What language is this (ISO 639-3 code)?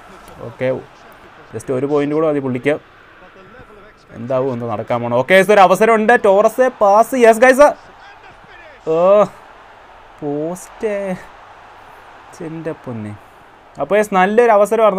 mal